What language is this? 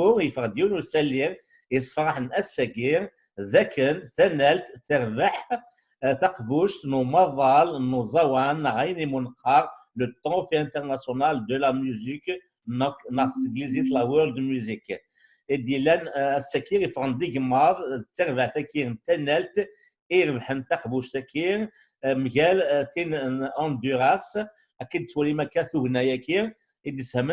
Kabyle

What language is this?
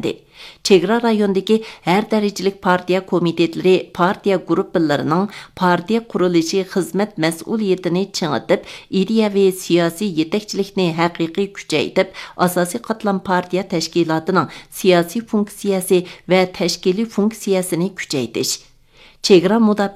Uyghur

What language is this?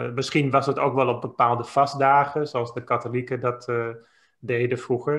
Dutch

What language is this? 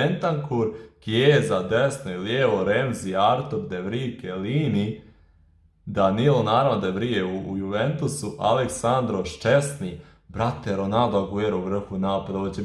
Croatian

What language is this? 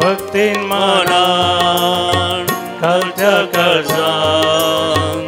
Konkani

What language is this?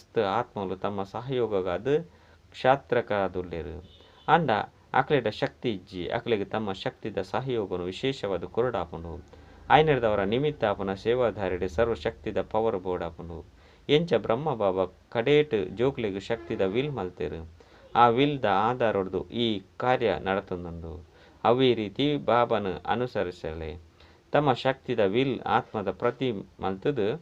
Tulu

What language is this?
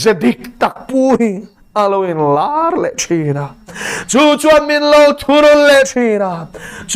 Mizo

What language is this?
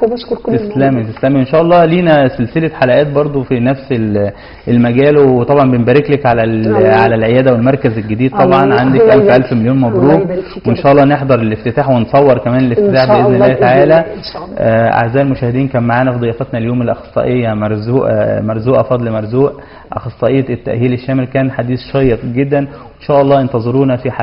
Egyptian Arabic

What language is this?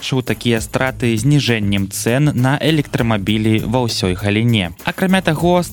Belarusian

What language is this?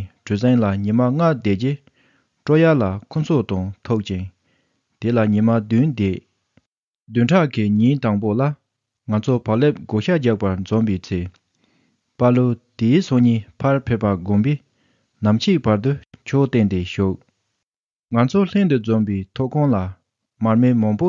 Tibetan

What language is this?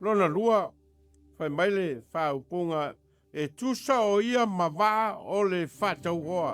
Samoan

